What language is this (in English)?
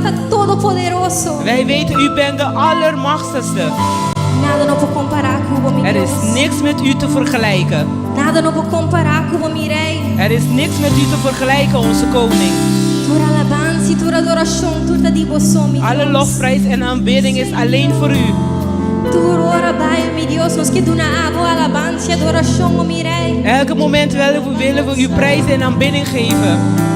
Papiamento